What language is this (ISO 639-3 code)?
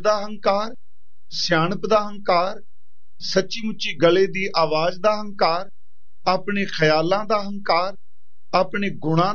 pan